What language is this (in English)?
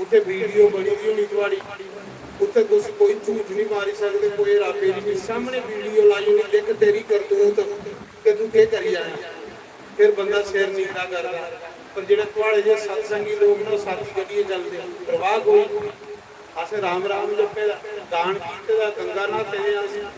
Dogri